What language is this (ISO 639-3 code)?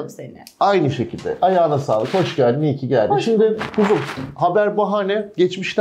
tur